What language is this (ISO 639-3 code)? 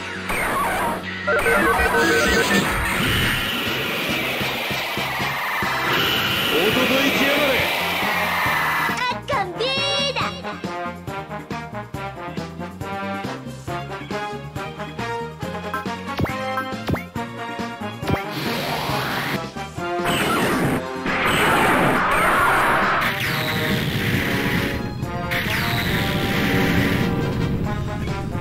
jpn